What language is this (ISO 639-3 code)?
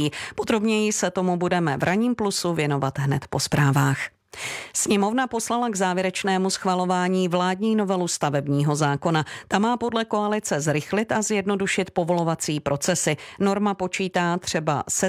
ces